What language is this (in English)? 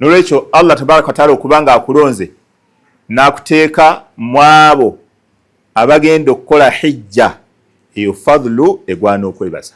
Ganda